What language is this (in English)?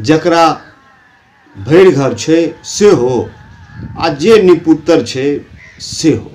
Maithili